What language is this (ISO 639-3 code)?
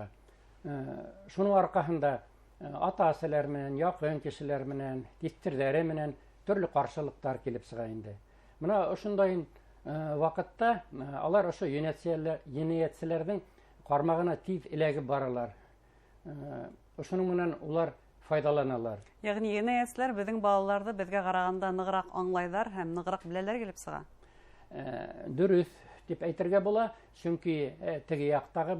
bak